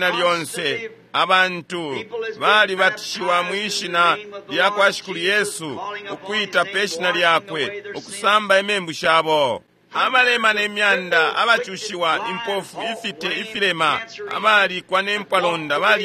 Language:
Bemba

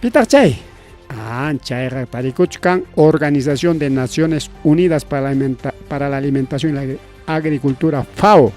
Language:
Ayacucho Quechua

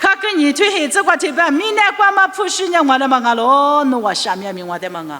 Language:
Lisu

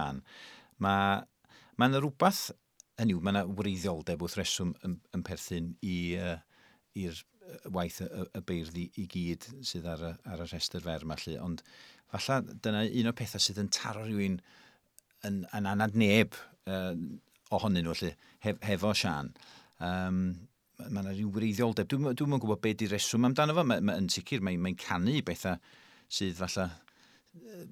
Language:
Welsh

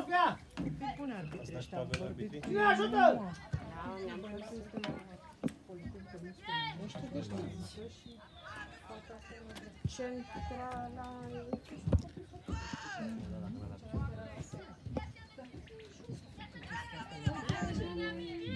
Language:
Romanian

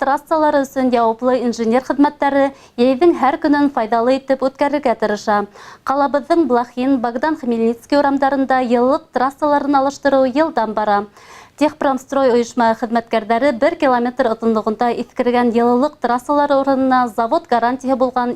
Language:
Bashkir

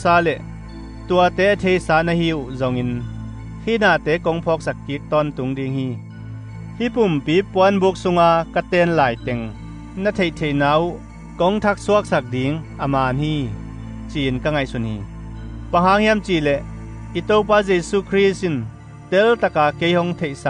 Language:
Tedim Chin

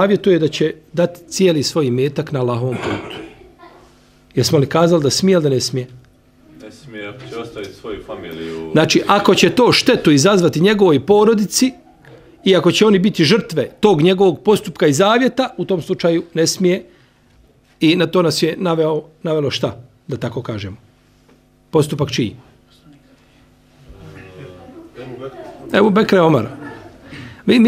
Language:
Bosnian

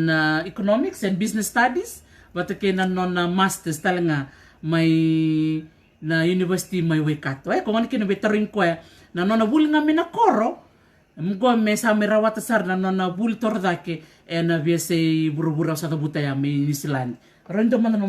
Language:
Fijian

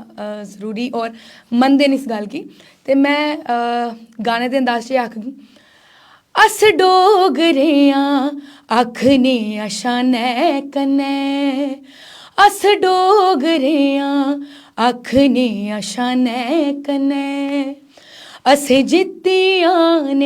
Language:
Dogri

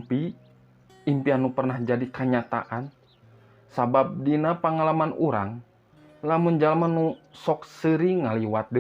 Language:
Sundanese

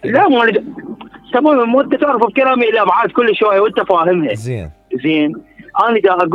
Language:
Mesopotamian Arabic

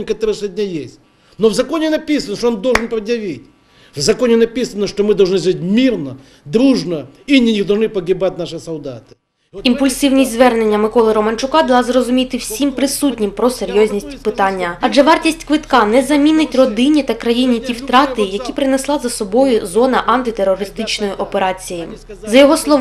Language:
Ukrainian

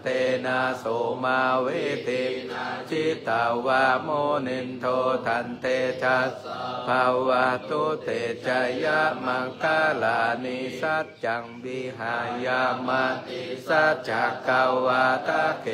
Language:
Pali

